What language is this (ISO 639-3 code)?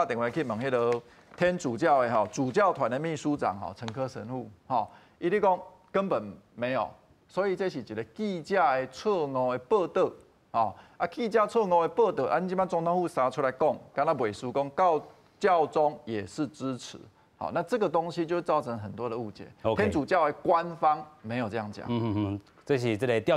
nan